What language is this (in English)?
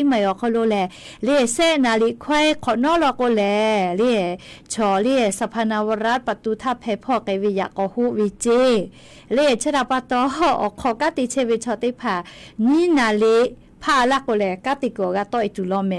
Lahu